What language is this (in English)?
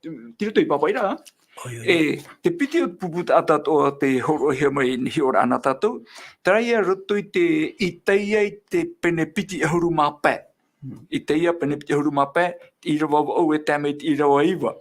Tahitian